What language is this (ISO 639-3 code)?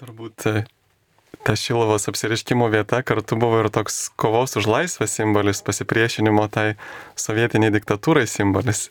lit